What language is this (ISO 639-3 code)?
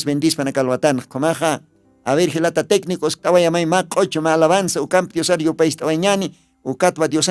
aym